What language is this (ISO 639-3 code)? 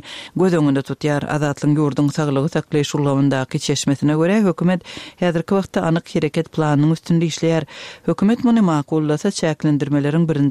tuk